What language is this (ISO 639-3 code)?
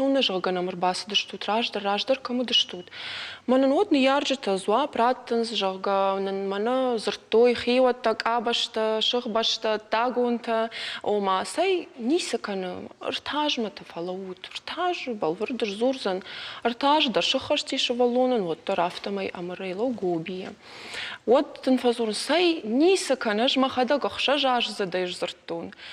oss